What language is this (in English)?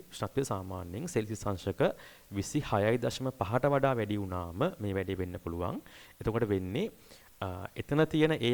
Sinhala